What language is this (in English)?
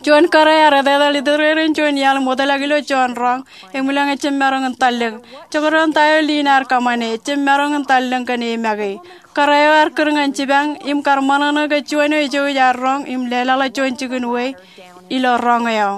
Marshallese